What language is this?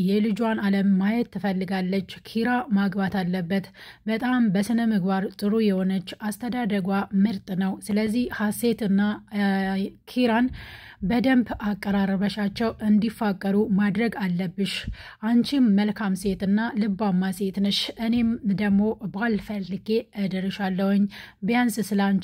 Amharic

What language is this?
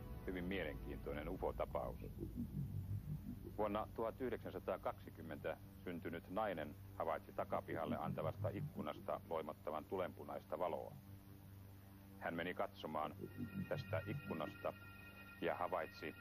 Finnish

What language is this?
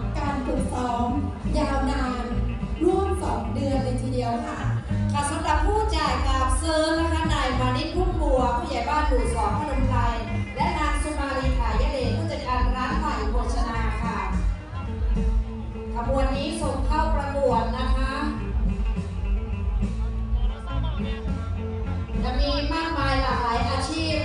Thai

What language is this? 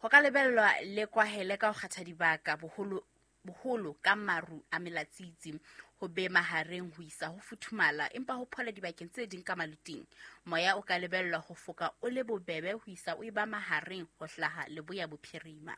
Southern Sotho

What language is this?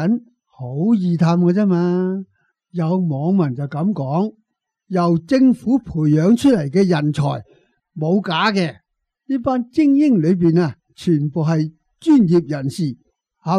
Cantonese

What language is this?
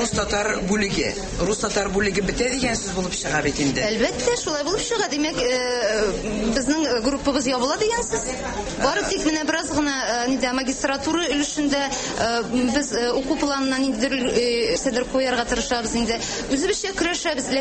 Tatar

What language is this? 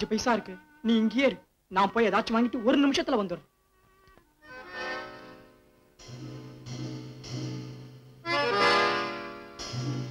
Tamil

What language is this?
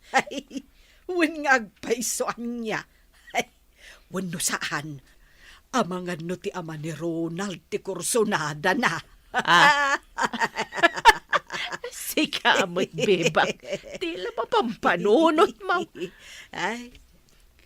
Iloko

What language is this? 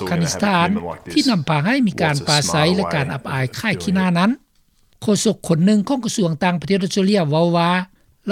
Lao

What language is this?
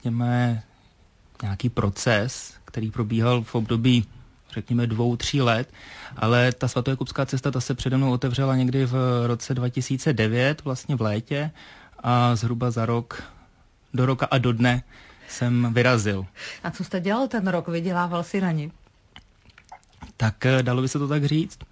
Czech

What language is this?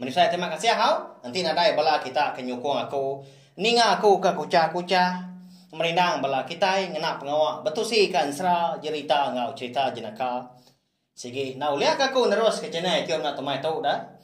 Iban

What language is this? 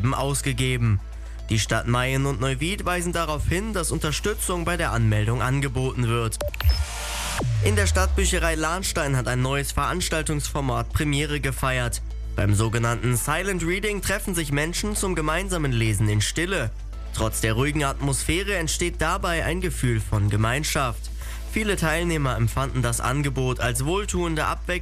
German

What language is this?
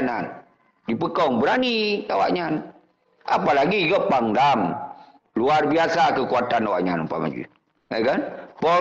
Achinese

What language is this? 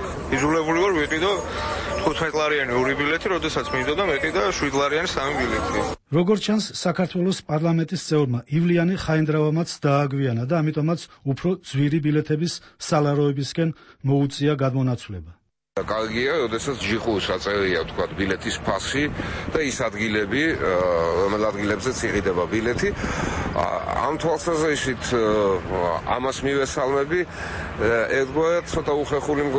Georgian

